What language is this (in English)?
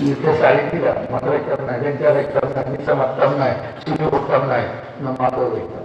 Sylheti